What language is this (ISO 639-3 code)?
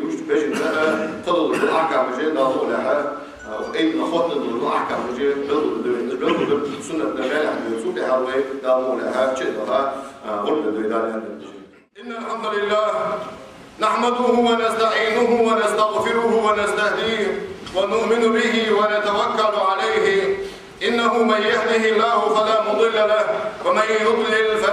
inh